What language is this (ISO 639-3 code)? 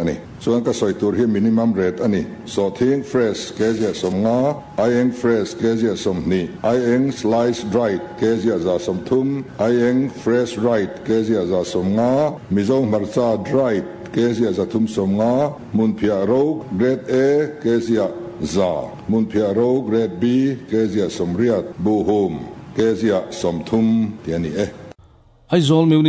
lus